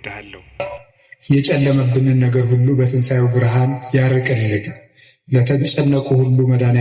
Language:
Amharic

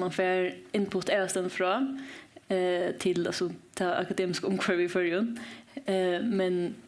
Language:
Faroese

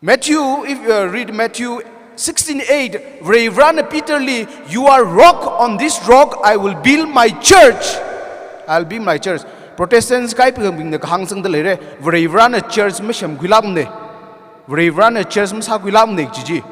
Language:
Tangkhul Naga (India)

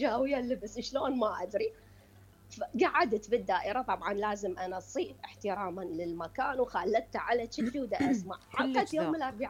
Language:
Mesopotamian Arabic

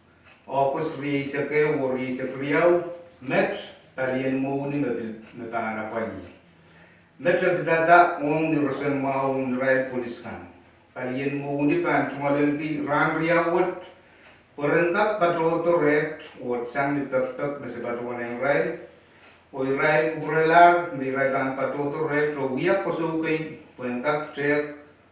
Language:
Pohnpeian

